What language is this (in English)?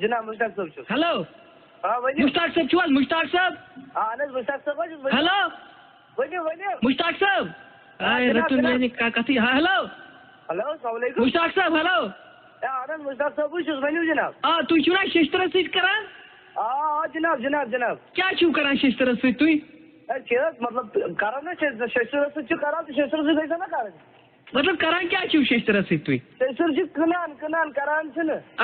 Kashmiri